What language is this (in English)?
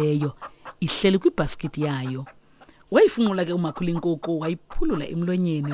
Xhosa